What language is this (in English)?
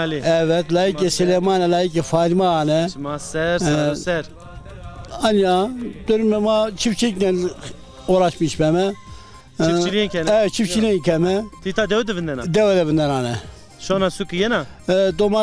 Zaza